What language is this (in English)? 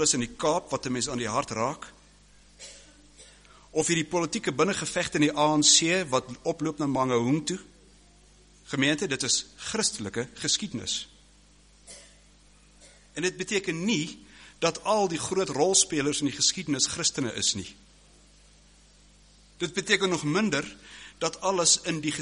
Afrikaans